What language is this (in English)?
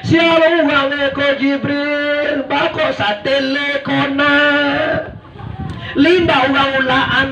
Minangkabau